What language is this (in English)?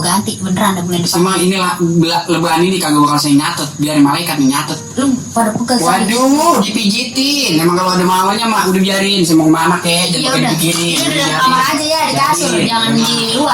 Betawi